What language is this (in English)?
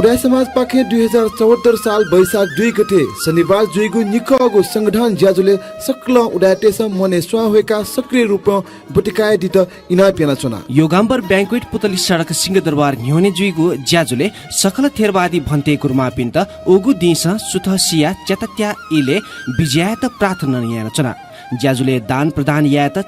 Newari